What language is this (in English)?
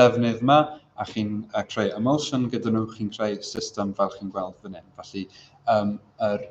Welsh